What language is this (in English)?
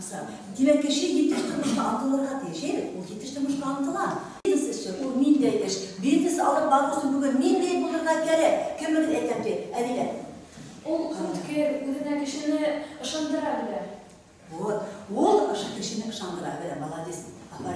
Bashkir